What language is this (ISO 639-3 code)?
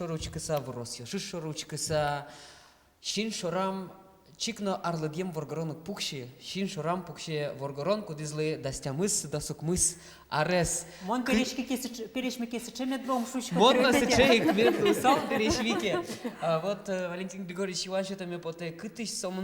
udm